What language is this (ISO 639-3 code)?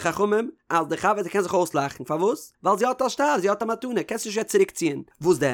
yid